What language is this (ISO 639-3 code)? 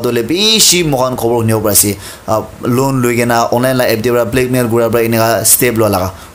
nag